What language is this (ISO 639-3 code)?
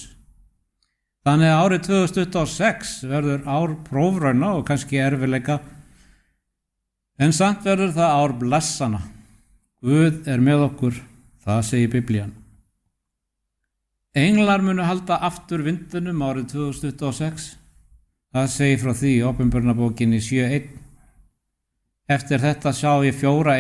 isl